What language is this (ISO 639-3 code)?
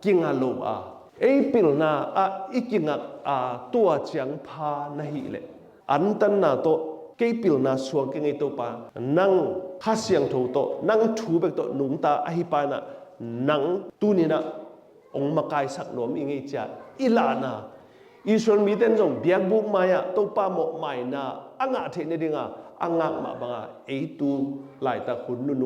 ctd